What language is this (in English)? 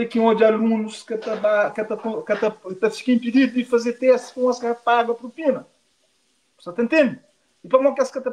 Kabuverdianu